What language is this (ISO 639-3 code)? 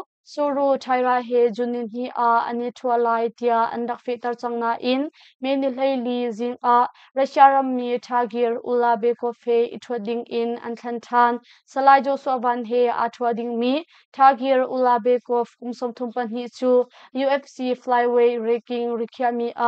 cnh